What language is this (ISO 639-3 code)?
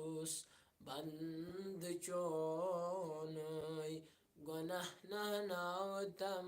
kas